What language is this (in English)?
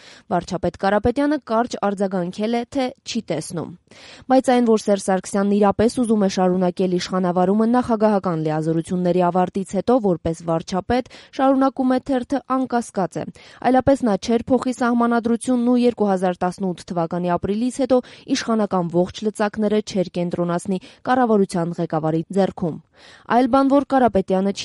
Armenian